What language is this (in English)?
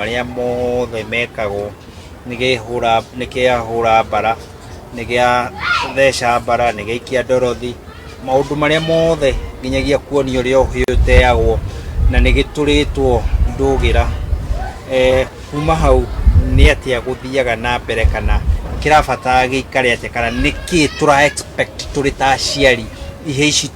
Kikuyu